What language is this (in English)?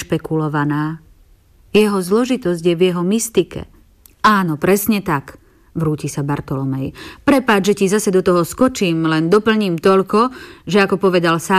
Slovak